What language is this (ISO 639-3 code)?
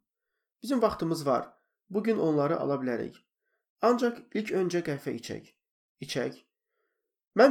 aze